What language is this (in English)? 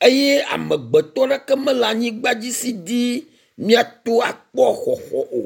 Ewe